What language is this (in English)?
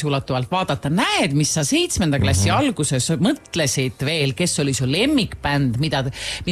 Estonian